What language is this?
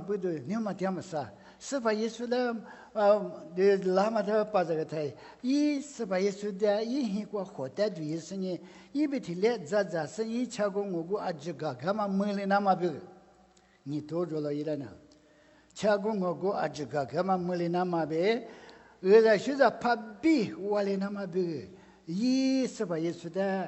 Lisu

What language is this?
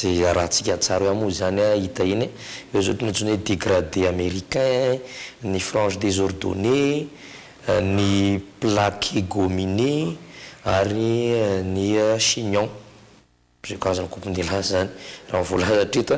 Malagasy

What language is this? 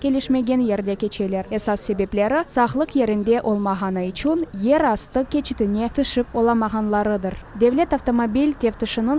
Crimean Tatar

